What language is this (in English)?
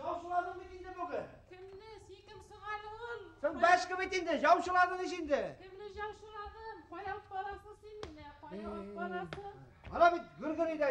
Bashkir